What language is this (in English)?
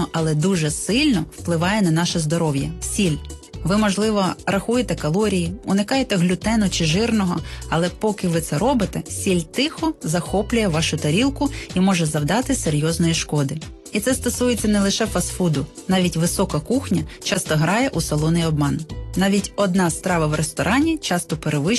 Ukrainian